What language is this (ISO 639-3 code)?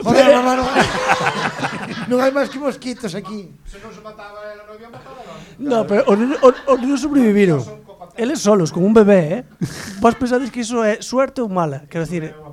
glg